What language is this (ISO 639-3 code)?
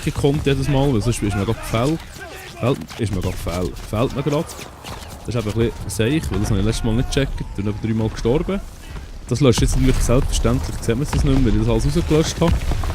gsw